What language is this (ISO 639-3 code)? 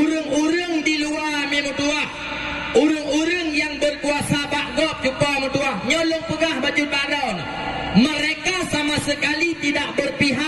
ace